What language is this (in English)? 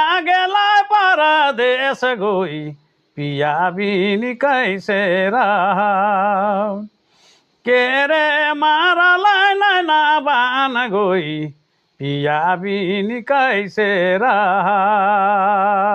Sadri